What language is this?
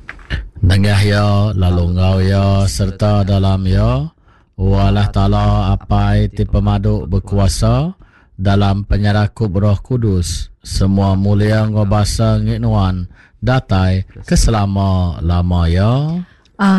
Iban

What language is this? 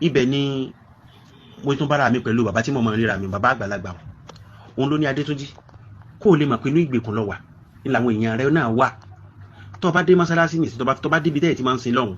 Yoruba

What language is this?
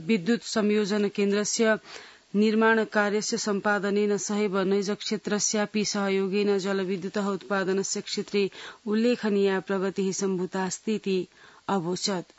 Sanskrit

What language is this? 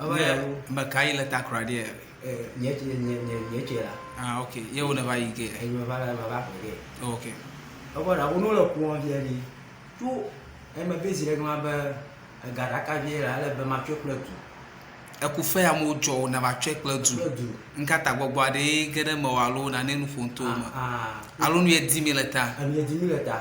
Ewe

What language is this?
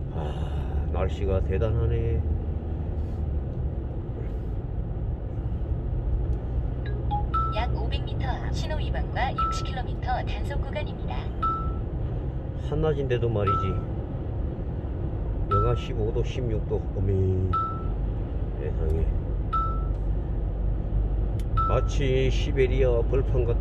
Korean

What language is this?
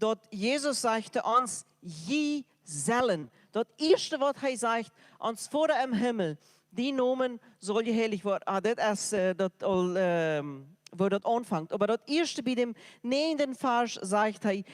Plautdietsch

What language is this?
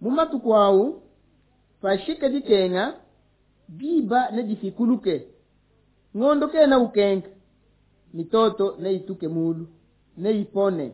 Luba-Lulua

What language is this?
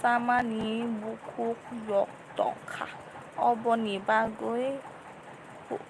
Kok Borok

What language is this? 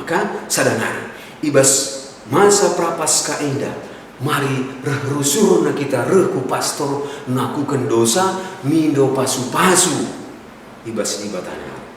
Batak Karo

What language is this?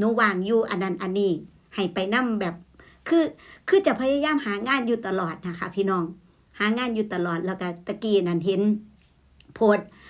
Northeastern Thai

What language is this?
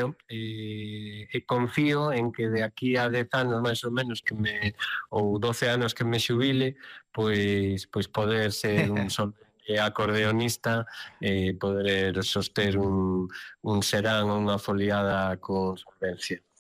Galician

